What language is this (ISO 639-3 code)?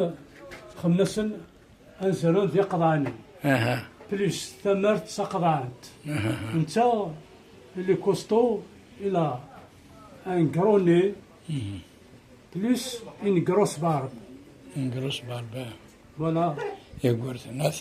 kab